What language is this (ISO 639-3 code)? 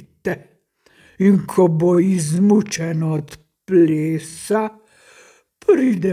slv